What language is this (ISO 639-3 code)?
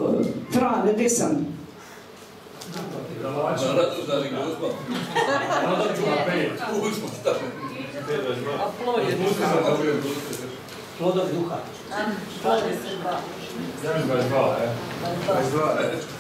hrv